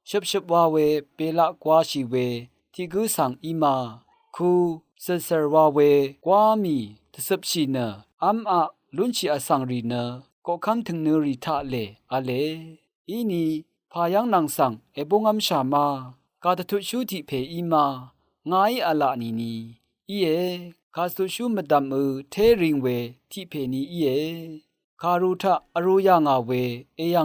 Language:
Rawang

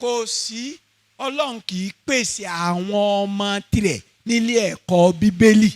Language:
Yoruba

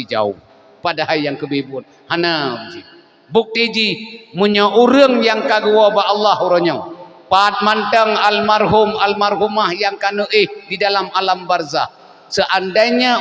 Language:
Achinese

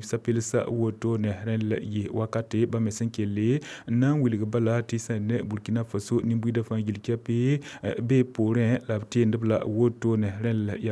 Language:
Mossi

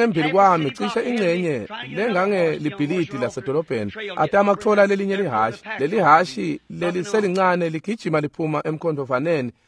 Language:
Swati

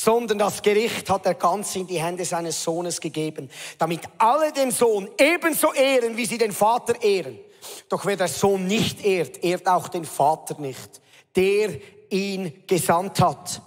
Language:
Swiss German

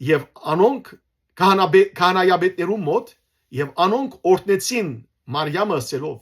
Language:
Western Armenian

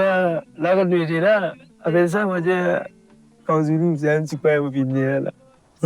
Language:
Morisyen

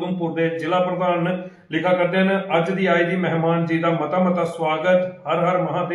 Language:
Dogri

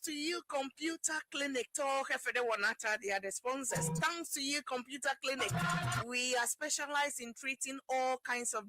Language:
Ewe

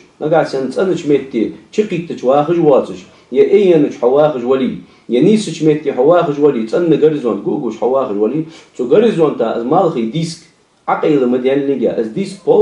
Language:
Ingush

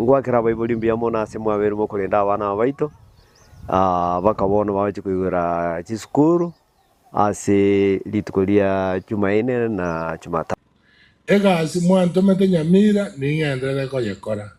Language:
Gusii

